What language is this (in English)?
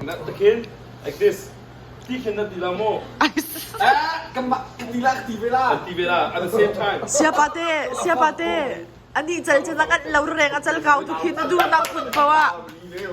Hakha Chin